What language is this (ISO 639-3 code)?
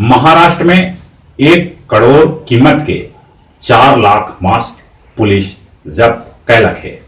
mag